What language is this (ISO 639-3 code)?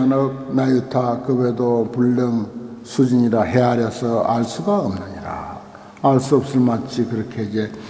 kor